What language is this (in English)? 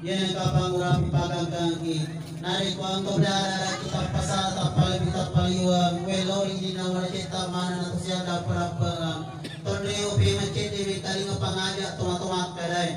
Buginese